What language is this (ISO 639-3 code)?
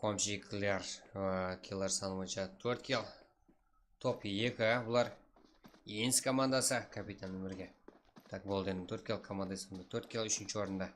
kaa